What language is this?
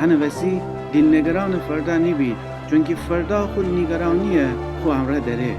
Gilaki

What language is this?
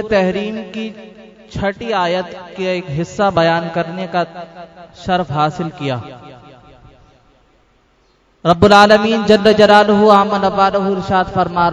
Urdu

